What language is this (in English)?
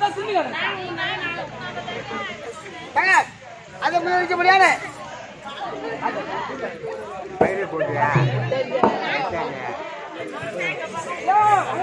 Tamil